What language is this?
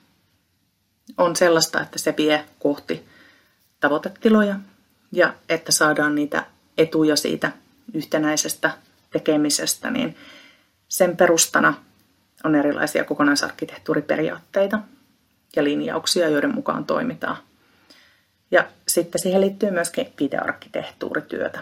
Finnish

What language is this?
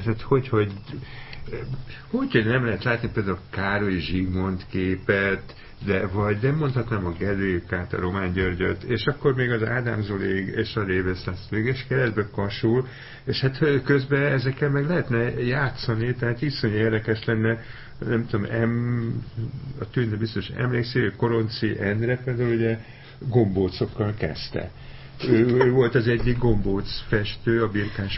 Hungarian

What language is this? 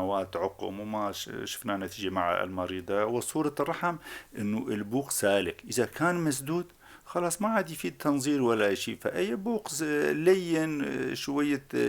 North Levantine Arabic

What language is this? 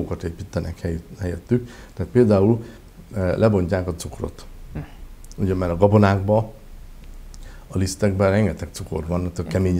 Hungarian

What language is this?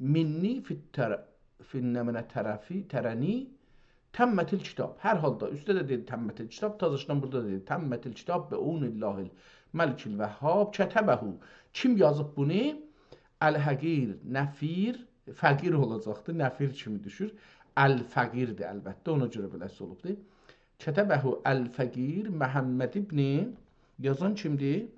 South Azerbaijani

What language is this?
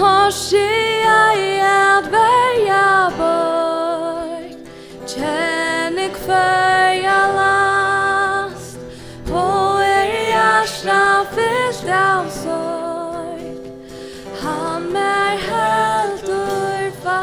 Faroese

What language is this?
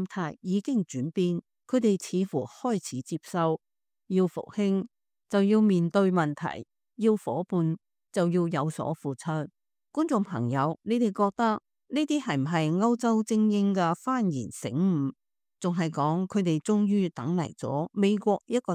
Cantonese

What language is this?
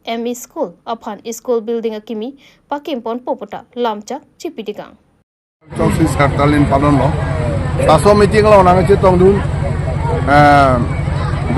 Karbi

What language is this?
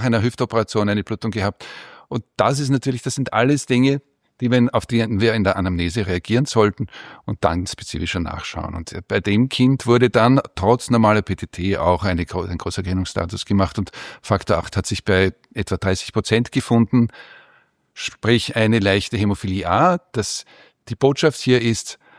German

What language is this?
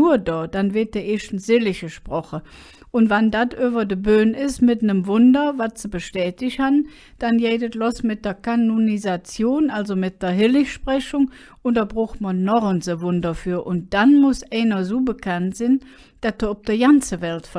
Colognian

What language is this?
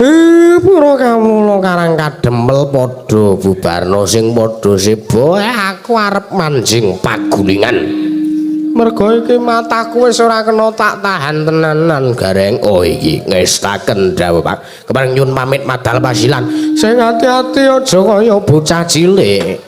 Javanese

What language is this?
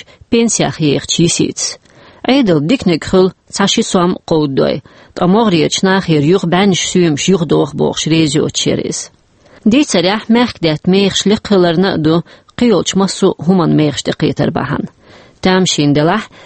Chechen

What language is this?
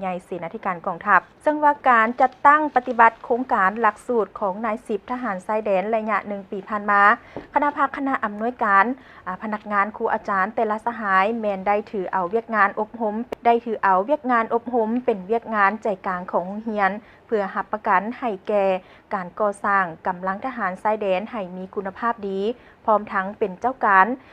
Lao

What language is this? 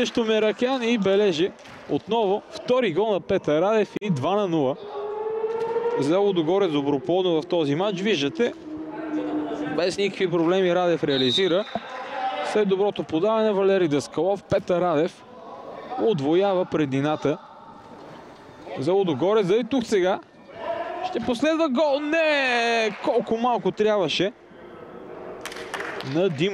Bulgarian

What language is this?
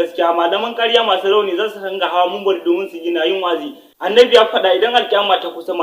Hausa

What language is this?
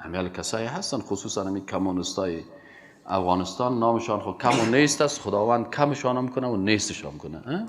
Persian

